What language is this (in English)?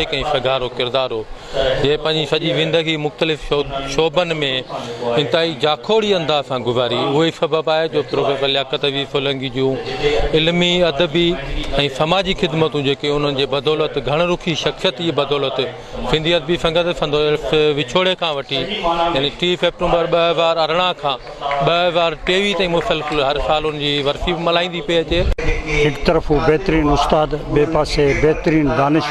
Sindhi